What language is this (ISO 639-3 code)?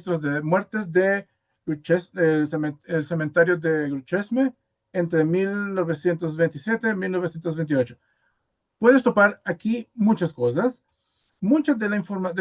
lad